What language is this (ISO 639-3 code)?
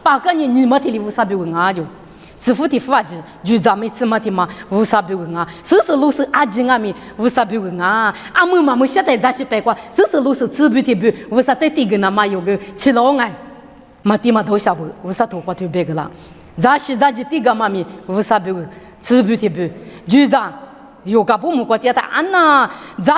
lis